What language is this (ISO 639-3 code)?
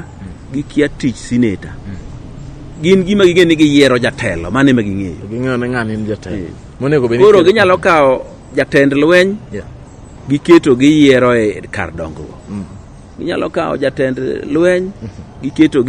luo